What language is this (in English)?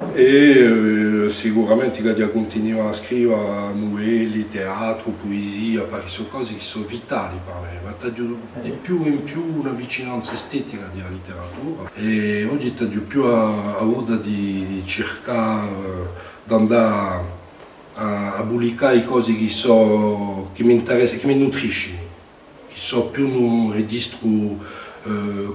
Corsican